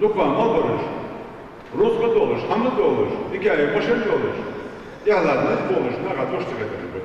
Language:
Ingush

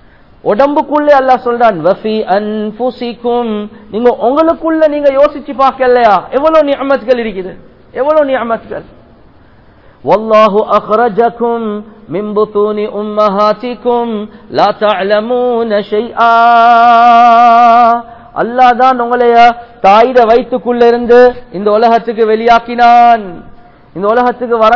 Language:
Tamil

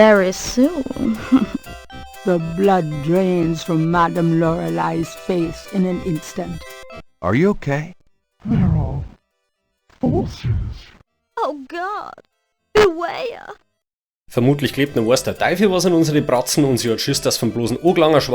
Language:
Bavarian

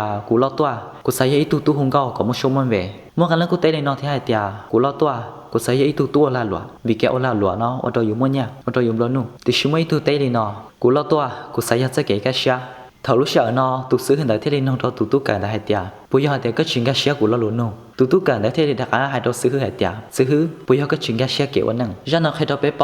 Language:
Hmong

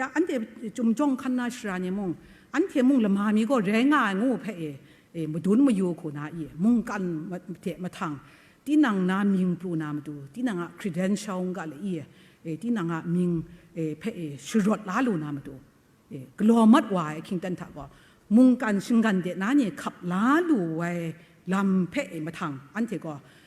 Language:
Kachin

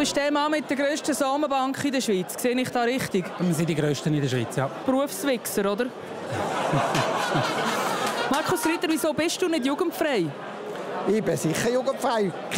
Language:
Swiss German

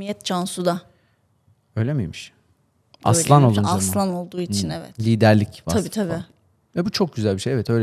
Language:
Turkish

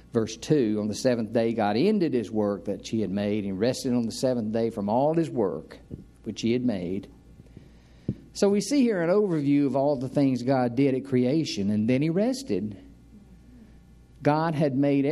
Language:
English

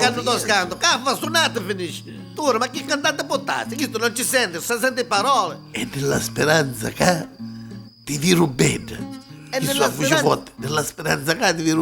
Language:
Neapolitan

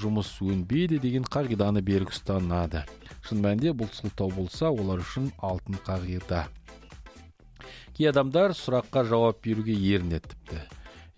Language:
Kazakh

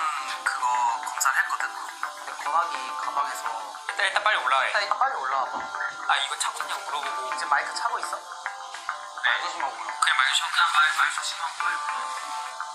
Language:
Korean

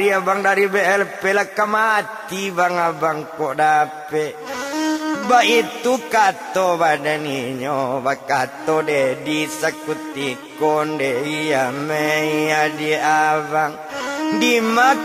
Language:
Minangkabau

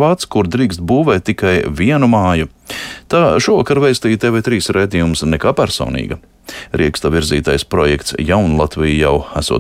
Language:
Latvian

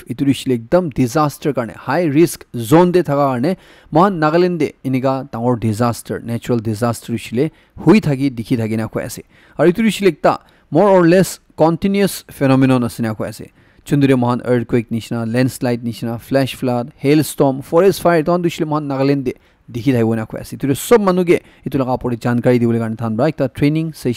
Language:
Naga Pidgin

